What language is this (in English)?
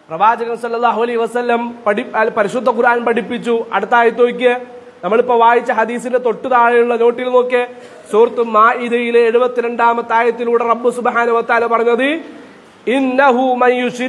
Malayalam